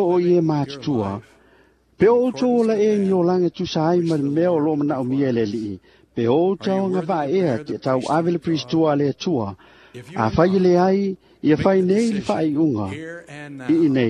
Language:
Samoan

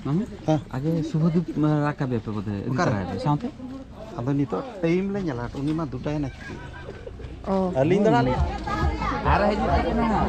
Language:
Santali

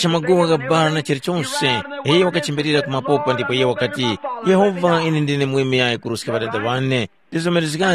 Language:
Tumbuka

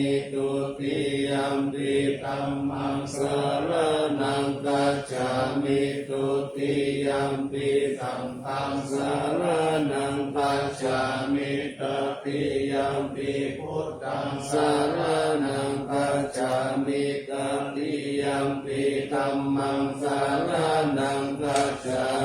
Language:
Pali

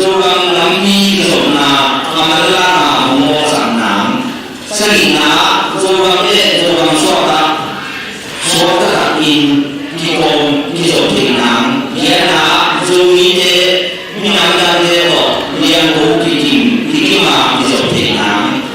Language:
Tedim Chin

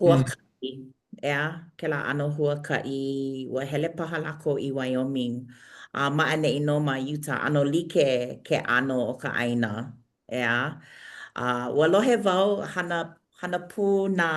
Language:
Hawaiian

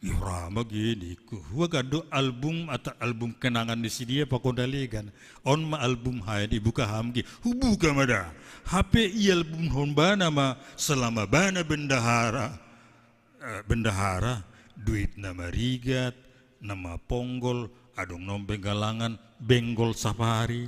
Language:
Batak Simalungun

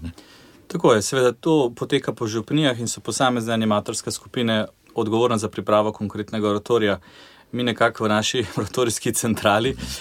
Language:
Slovenian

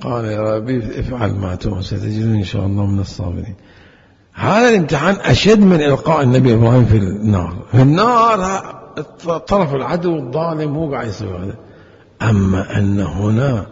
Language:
Mesopotamian Arabic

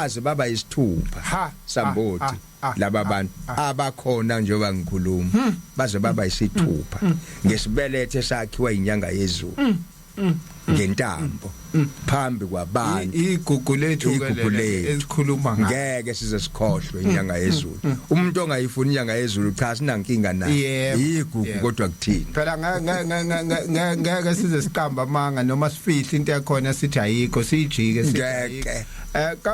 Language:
Zulu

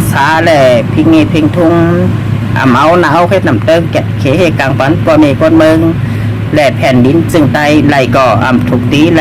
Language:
Shan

